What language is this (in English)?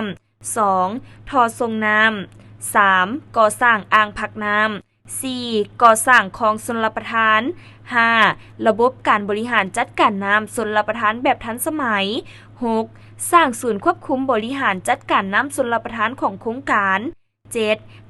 Lao